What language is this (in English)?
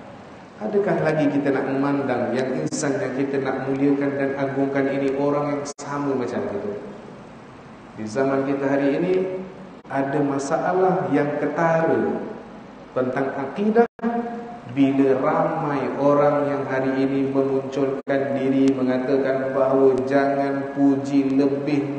Malay